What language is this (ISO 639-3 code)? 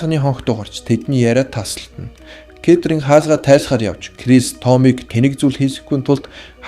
mon